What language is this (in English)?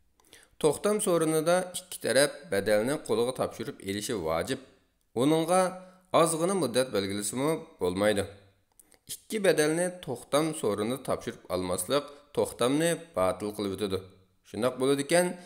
Uyghur